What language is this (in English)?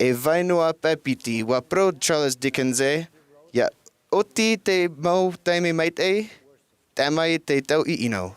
Tahitian